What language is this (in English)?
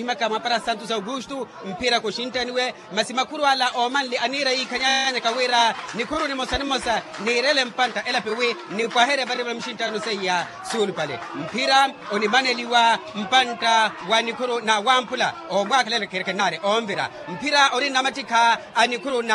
Makhuwa